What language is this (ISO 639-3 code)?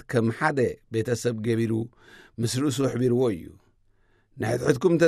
tir